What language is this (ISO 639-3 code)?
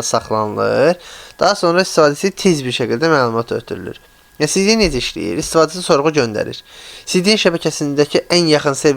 aze